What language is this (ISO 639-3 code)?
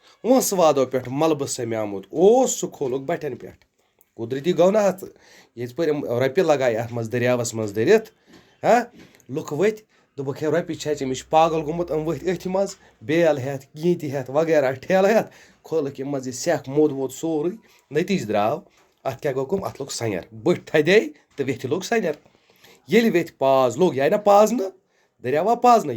kas